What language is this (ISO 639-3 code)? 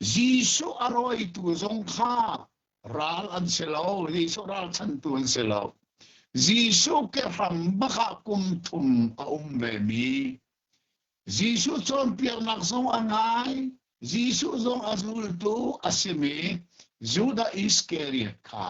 cnh